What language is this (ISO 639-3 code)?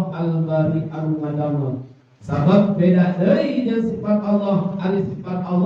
sun